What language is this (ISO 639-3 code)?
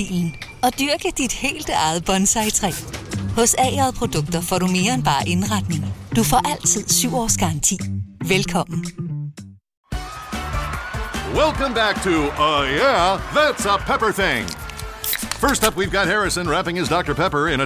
dan